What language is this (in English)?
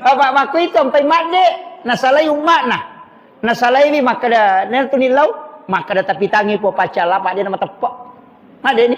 Buginese